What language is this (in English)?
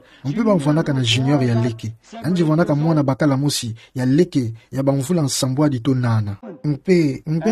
Kituba (Democratic Republic of Congo)